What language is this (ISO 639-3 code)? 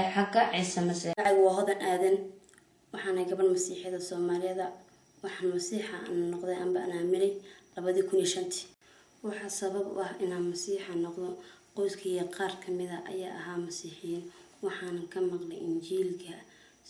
som